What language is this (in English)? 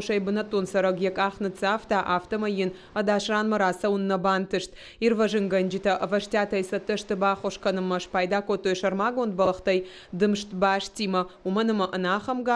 Ossetic